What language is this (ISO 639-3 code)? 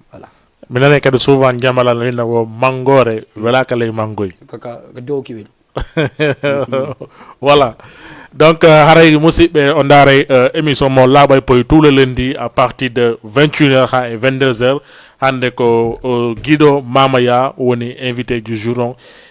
ful